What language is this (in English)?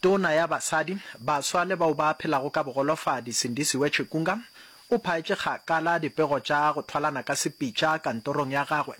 Northern Sotho